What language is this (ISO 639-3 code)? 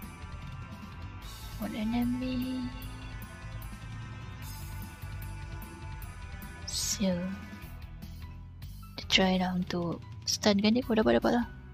msa